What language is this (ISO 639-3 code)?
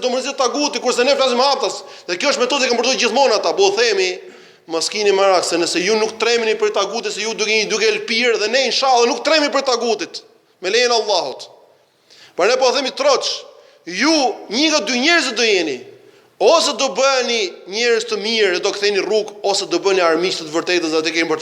sqi